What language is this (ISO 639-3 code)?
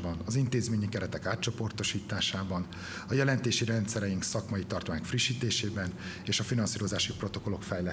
hun